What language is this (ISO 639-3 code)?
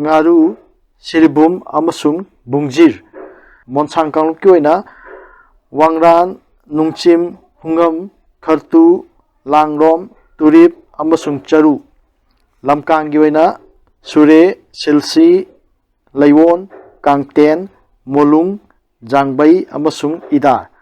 mni